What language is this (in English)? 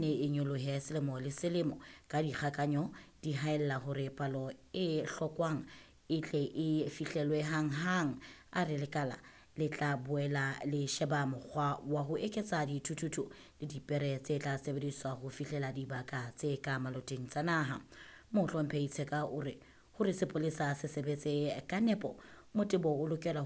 Southern Sotho